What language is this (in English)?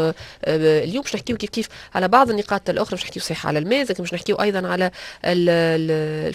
Tunisian Arabic